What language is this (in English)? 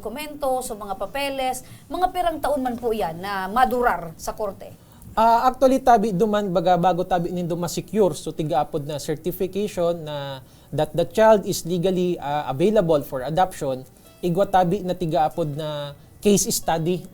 Bikol